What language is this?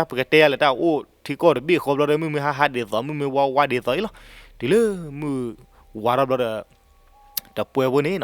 S'gaw Karen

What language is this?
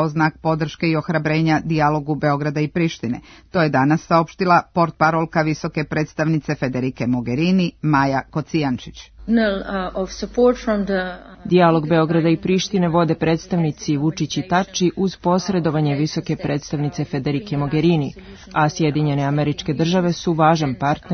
Serbian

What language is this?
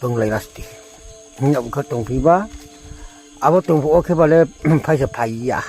Riang (India)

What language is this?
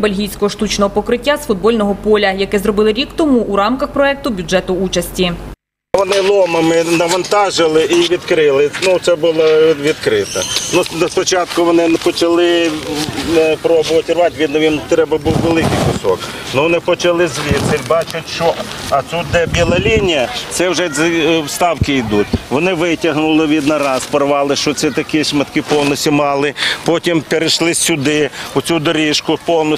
Ukrainian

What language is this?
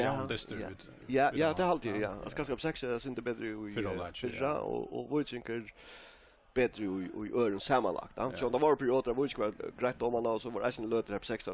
Faroese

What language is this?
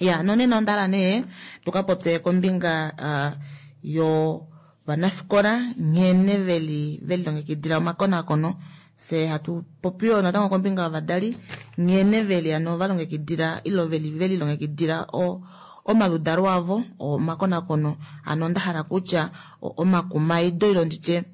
Kuanyama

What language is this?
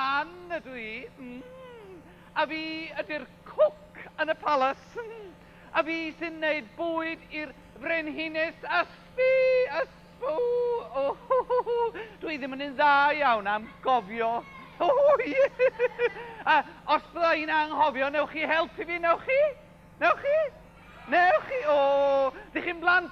Welsh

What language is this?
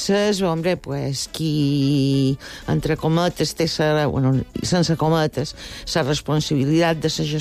Catalan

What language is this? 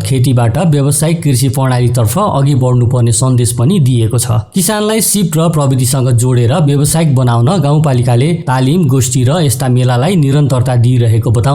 Nepali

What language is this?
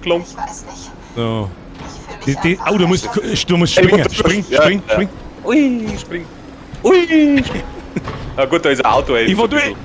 Bavarian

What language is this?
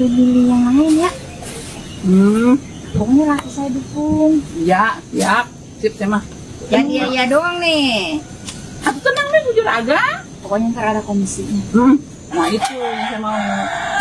Betawi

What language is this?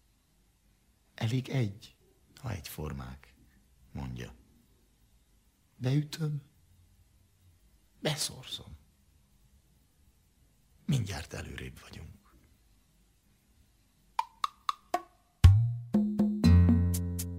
Hungarian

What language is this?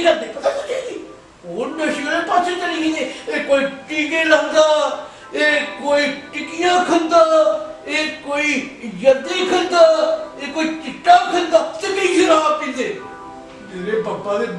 Dogri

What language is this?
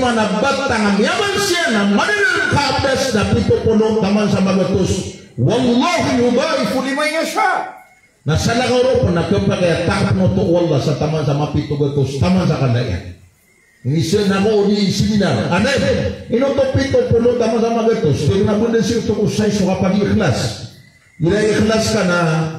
Maranao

